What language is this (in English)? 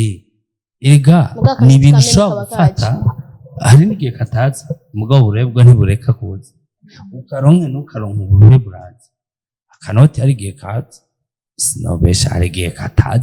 Rundi